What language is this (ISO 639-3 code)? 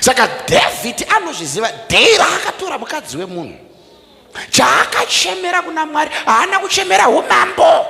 sna